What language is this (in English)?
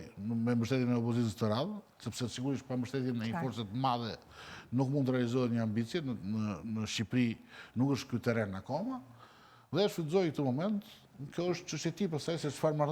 Albanian